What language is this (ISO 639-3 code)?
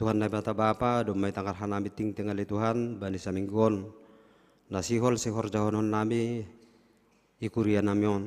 bts